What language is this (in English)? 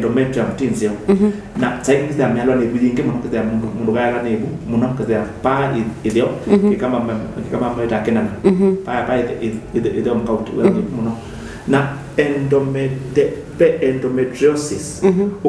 Kamba